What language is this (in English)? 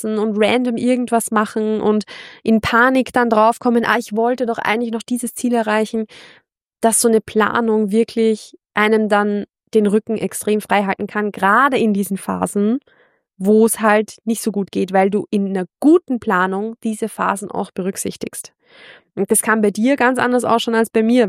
German